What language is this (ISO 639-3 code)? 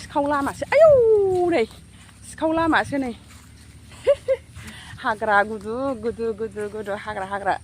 brx